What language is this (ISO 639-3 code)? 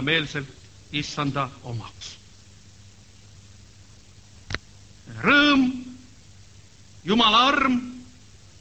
est